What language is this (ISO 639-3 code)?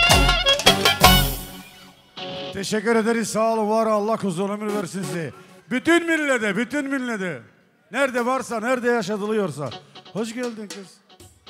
tur